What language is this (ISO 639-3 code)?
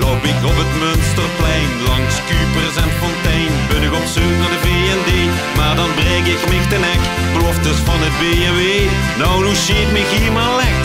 lim